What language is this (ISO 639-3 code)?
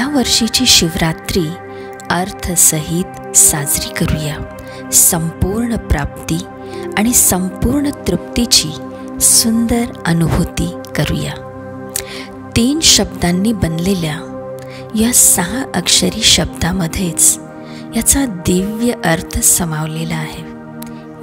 mar